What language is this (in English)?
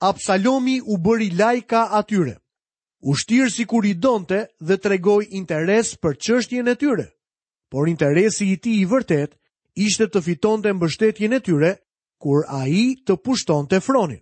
Albanian